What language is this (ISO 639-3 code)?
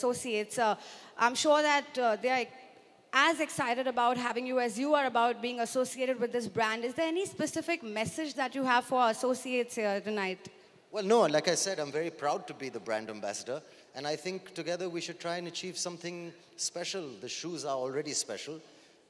eng